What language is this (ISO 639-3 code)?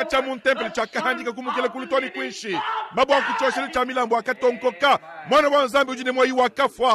lua